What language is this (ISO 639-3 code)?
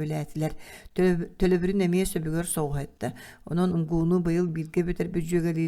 sah